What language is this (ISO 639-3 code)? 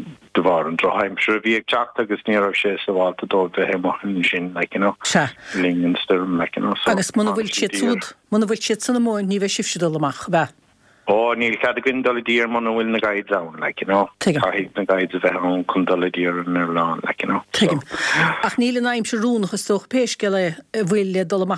gle